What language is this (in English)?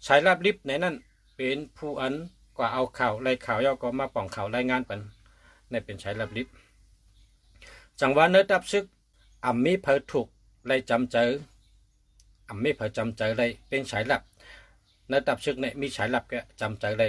Shan